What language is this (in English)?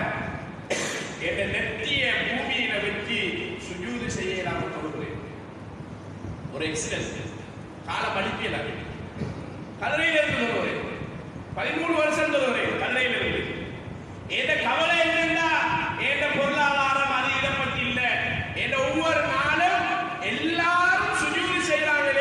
Tamil